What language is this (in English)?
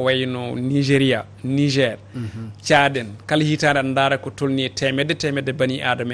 Fula